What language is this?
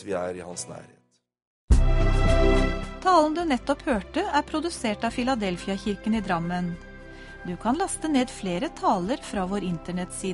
Norwegian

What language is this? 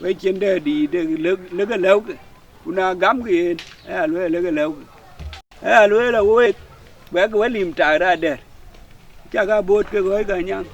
Dinka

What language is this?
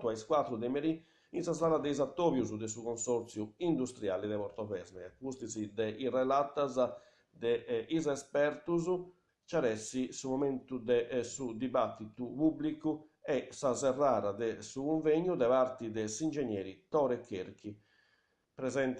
Sardinian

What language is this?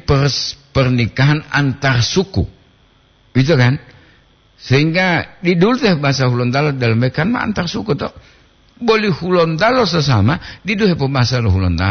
Gorontalo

